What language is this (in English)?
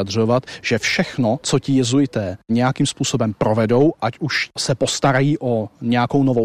Czech